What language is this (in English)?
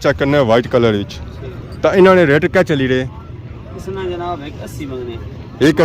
Pahari-Potwari